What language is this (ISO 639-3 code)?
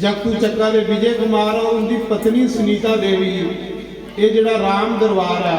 doi